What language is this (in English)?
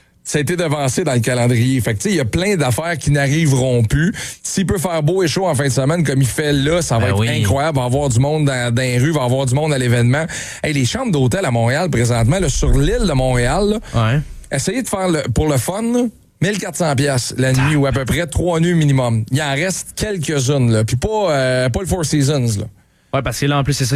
French